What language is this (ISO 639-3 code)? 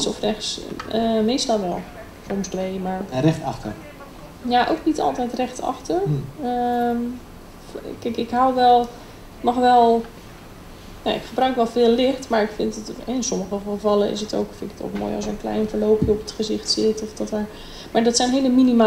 nld